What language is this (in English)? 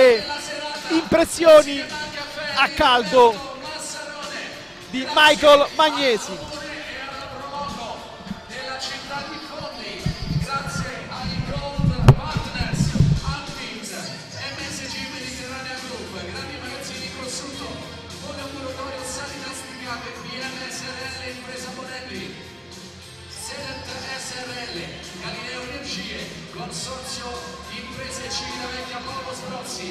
Italian